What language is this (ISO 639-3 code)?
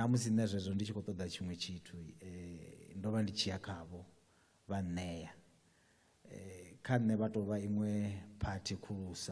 ven